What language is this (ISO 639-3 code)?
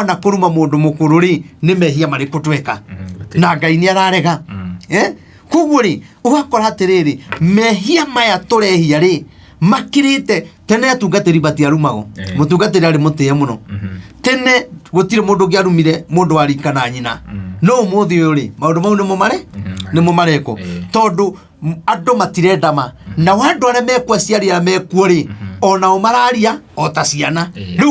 kik